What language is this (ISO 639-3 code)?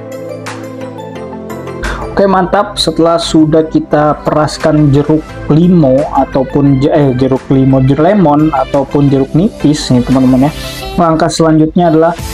ind